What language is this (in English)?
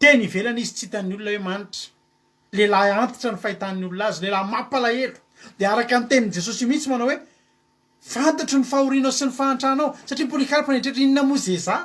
Malagasy